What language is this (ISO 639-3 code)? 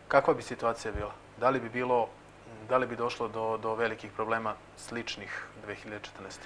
srp